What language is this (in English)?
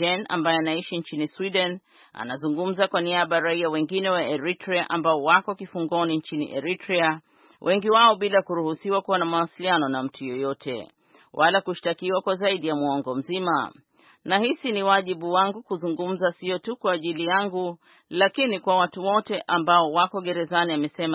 Swahili